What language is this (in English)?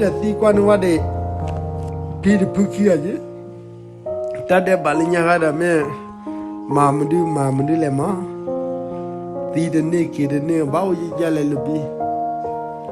S'gaw Karen